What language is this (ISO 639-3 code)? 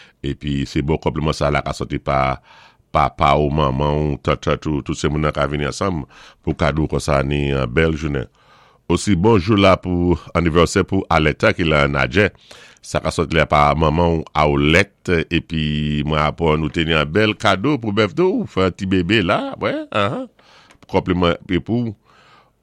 acf